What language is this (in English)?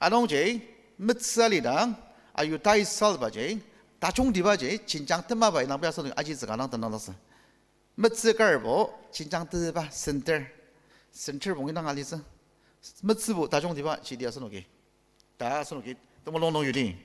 Ao Naga